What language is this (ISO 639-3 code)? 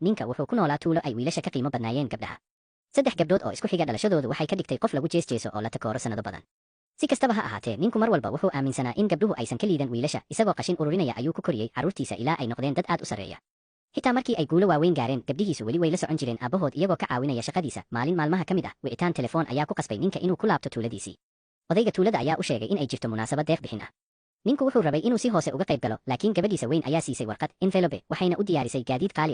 som